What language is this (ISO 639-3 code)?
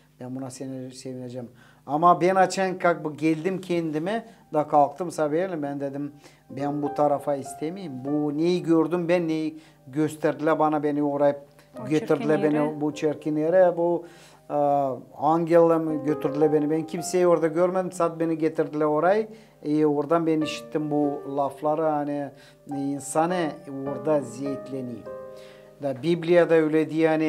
gag